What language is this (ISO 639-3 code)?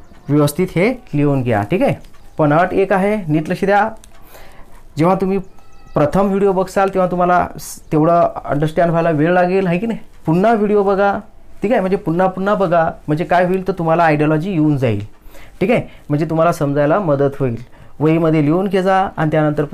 mar